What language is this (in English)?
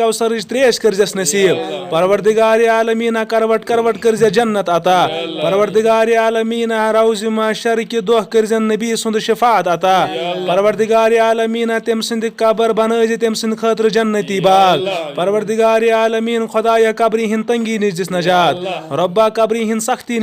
Kashmiri